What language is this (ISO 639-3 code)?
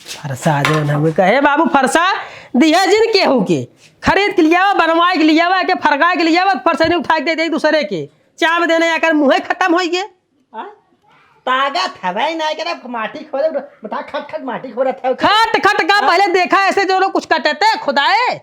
awa